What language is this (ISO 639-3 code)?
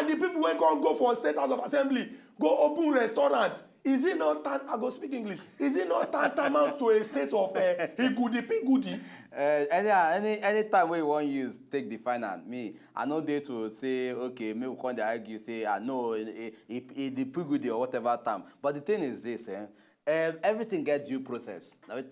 pcm